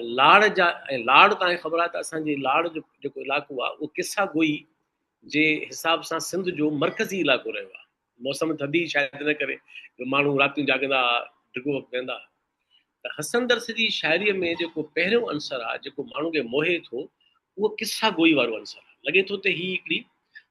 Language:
Sindhi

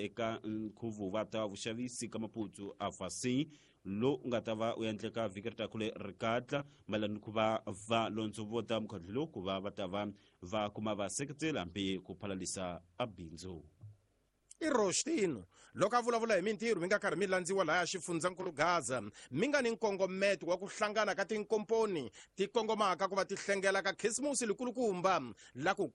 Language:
Tsonga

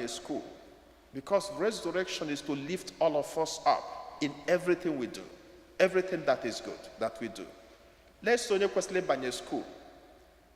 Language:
Igbo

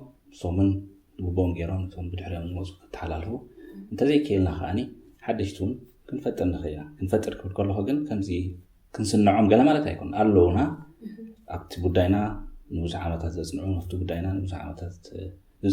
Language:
Tigrinya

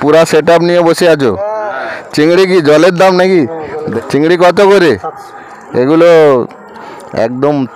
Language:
Bangla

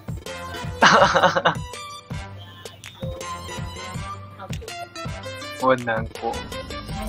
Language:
Chinese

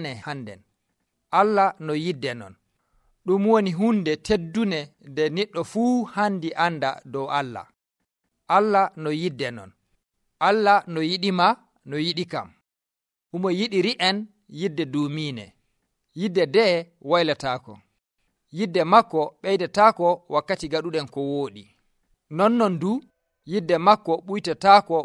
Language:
Nigerian Fulfulde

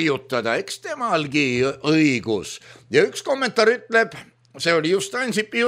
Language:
Estonian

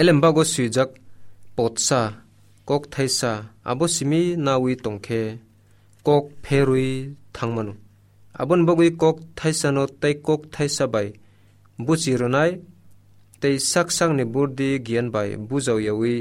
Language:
Kok Borok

